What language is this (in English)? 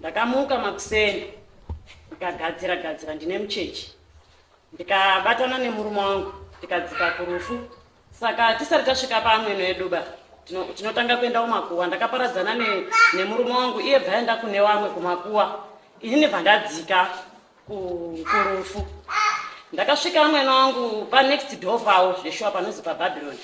Shona